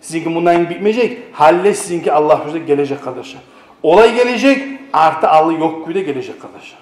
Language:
Kumyk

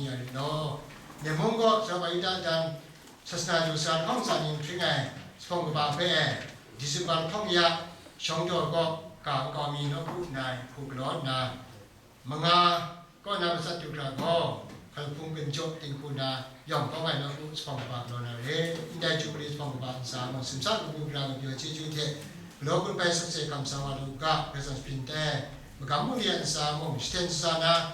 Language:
Kachin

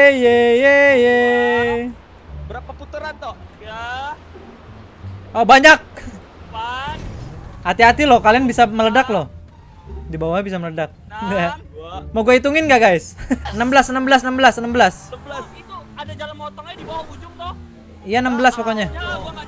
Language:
Indonesian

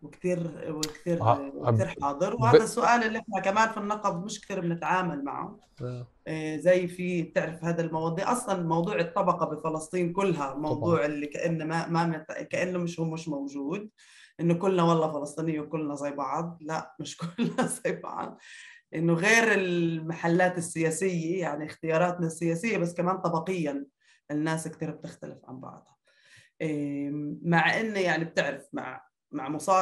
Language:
North Levantine Arabic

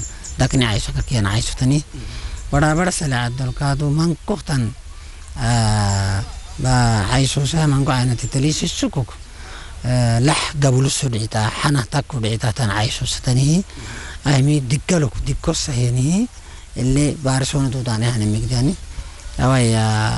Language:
Afar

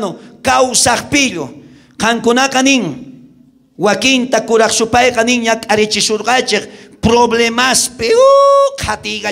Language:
South Bolivian Quechua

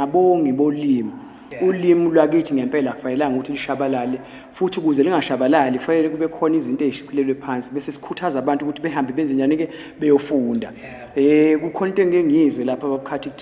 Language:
Zulu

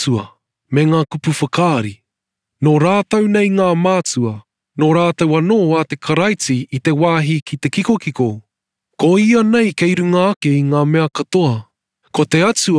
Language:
Māori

